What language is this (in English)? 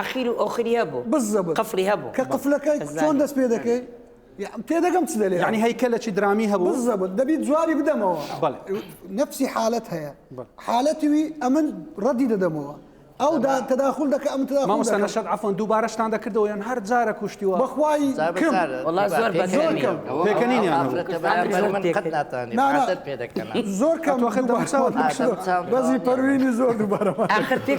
Central Kurdish